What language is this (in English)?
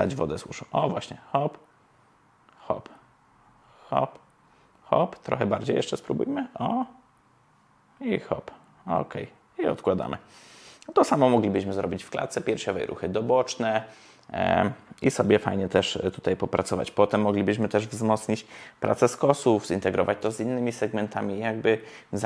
Polish